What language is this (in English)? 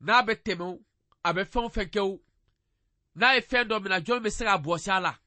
Bambara